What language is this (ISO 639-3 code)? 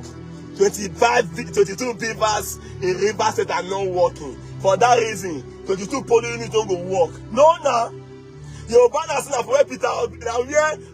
pcm